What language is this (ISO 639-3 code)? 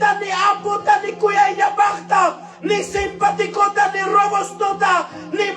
quy